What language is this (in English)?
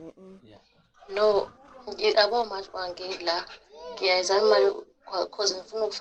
Zulu